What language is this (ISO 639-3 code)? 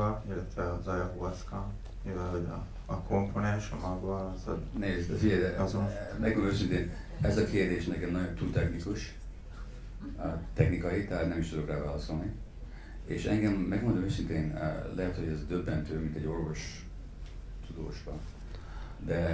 hun